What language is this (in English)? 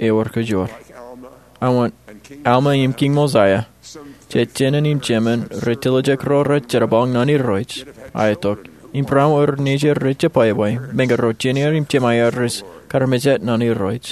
Marshallese